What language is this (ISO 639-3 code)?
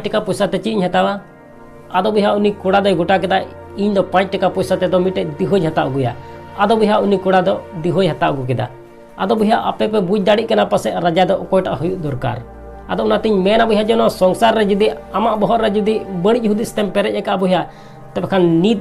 sat